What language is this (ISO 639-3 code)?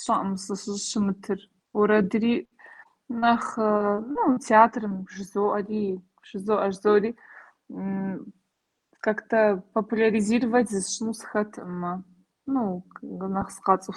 kbd